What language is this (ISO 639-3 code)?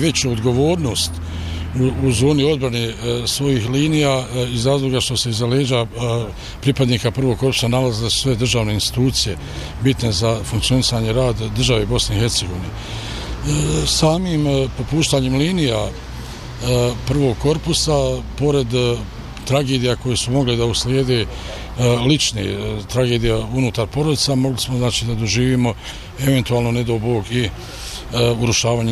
bos